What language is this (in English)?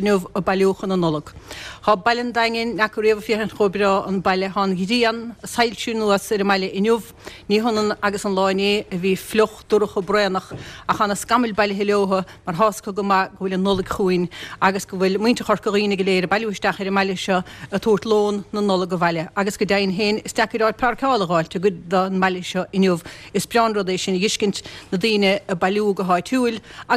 Irish